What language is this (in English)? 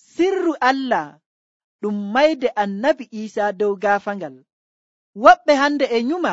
Nigerian Fulfulde